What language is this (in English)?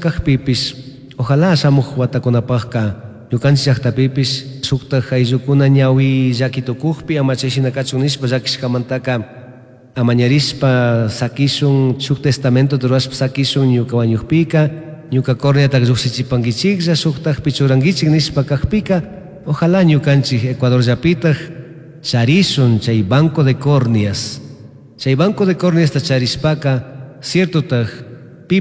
Chimborazo Highland Quichua